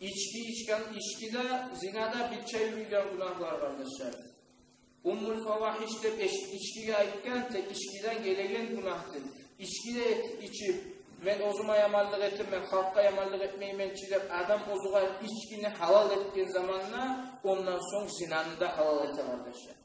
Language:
Kumyk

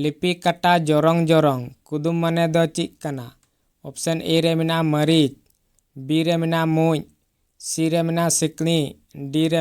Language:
Santali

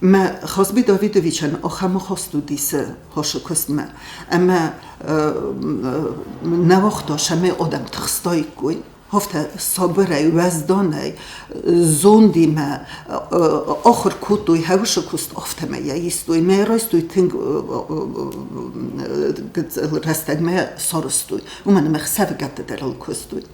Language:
Ossetic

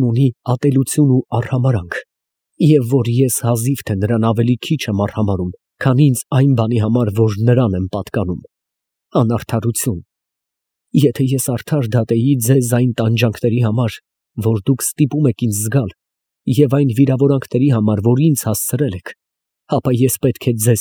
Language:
Armenian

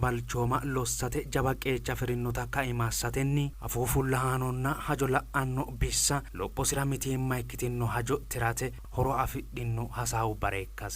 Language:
Sidamo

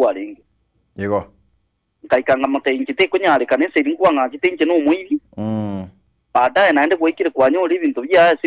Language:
Gusii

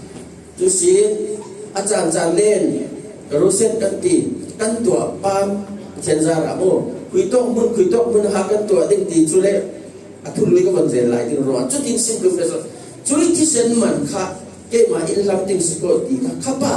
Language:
Falam Chin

